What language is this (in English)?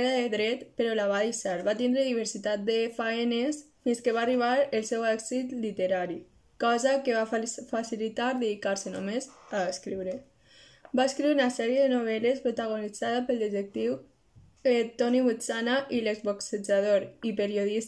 Catalan